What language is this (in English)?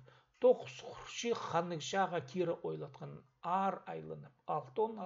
Khakas